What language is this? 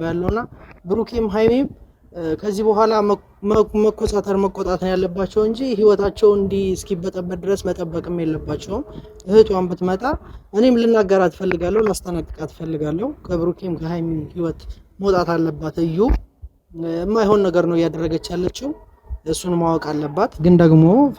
Amharic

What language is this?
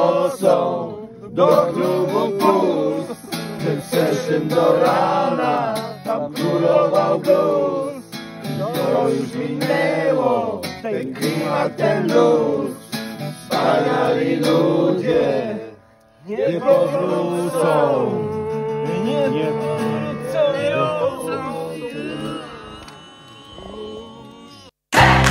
Polish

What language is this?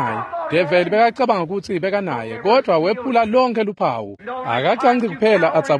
Swati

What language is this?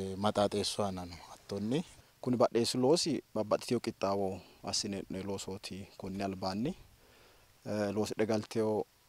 Sidamo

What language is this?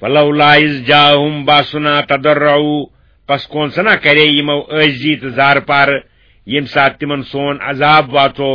Kashmiri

